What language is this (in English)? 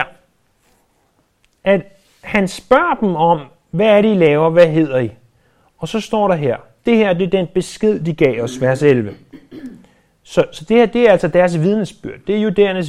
Danish